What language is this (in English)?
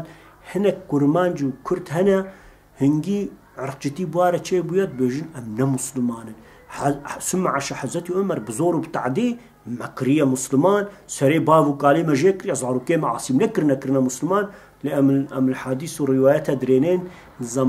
Kurdish